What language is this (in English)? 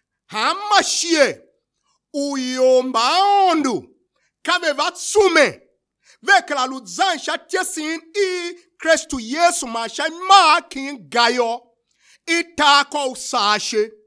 Tiv